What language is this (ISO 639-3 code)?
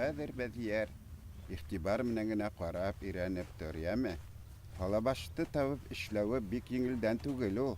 bak